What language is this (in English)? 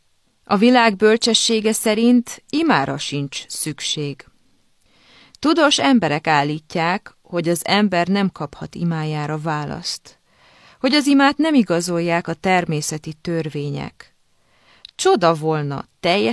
Hungarian